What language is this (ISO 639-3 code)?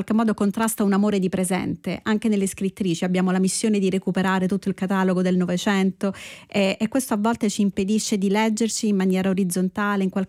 ita